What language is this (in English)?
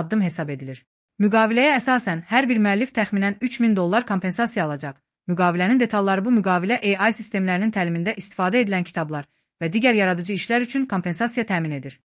Azerbaijani